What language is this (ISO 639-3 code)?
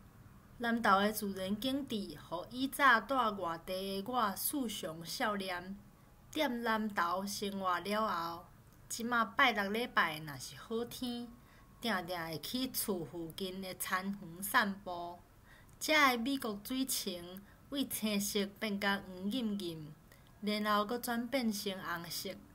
nan